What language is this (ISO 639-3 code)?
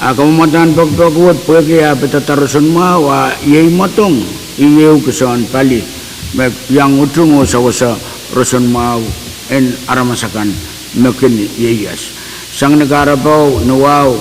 pon